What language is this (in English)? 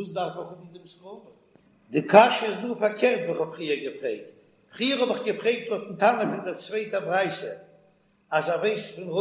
Yiddish